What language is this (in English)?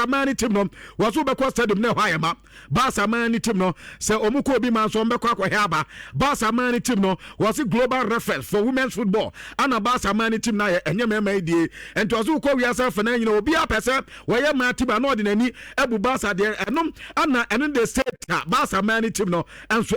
Akan